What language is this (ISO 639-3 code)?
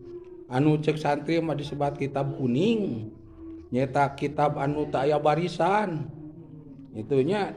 sun